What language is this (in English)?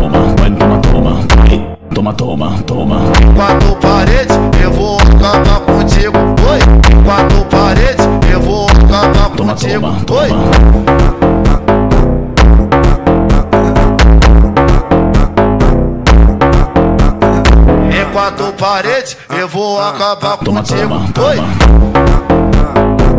Portuguese